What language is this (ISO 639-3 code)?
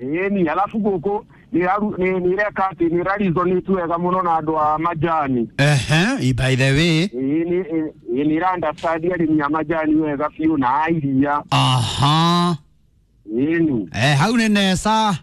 kik